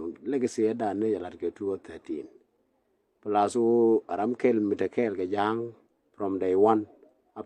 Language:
Nuer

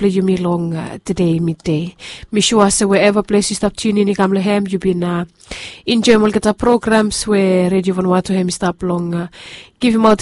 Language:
Bislama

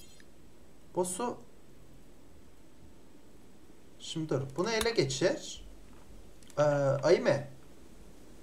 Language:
Turkish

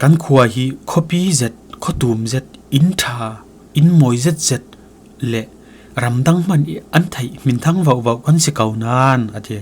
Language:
Falam Chin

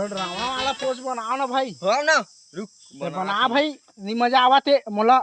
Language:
Chhattisgarhi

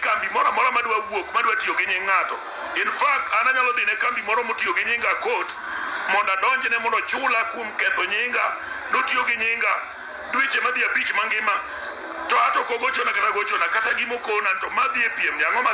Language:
Luo (Kenya and Tanzania)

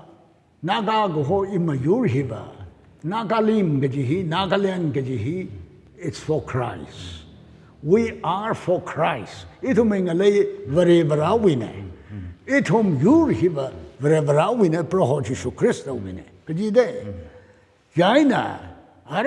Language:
Tangkhul Naga (India)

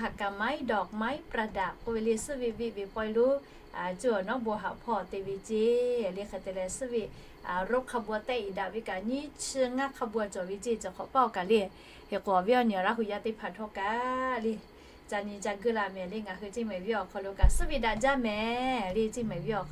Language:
Lahu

